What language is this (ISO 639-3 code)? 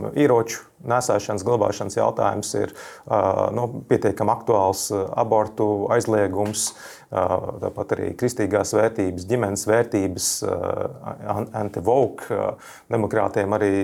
lav